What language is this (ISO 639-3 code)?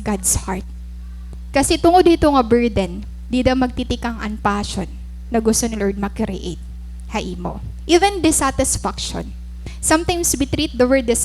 war